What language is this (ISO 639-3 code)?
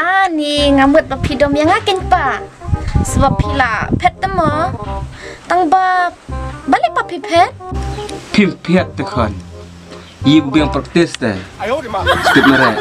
kha